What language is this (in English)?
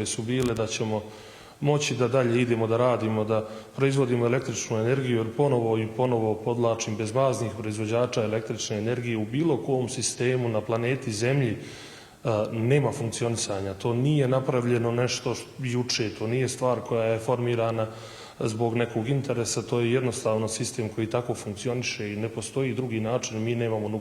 Bosnian